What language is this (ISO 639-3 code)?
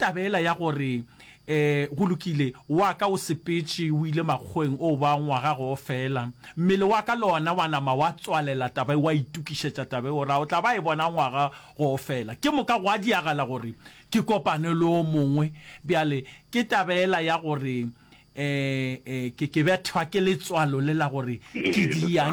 nso